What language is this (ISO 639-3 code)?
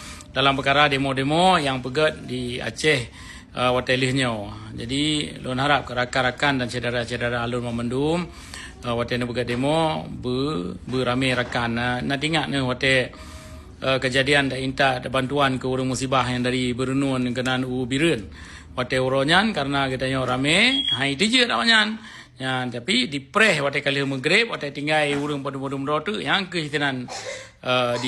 ace